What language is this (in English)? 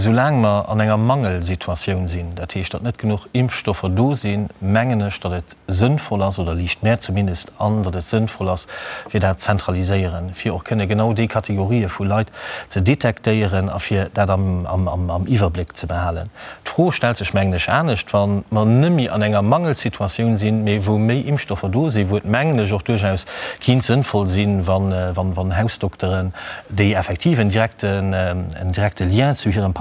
Luxembourgish